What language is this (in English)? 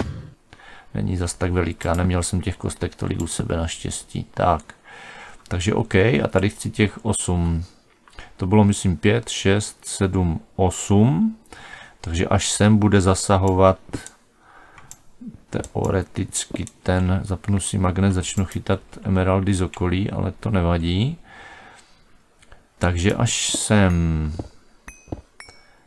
Czech